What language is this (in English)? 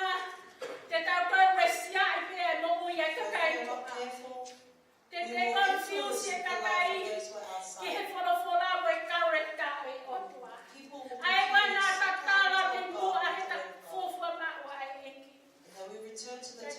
Tongan